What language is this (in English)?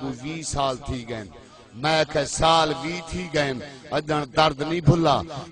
Saraiki